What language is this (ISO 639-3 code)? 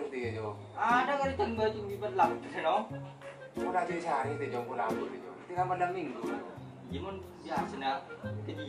mad